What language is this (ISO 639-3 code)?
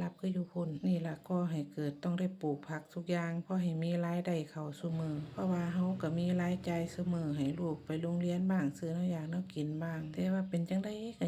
tts